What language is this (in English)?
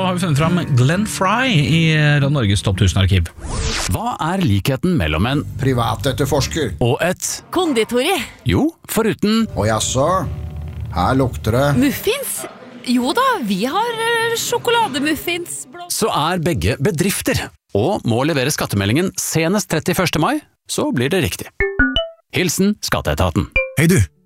Norwegian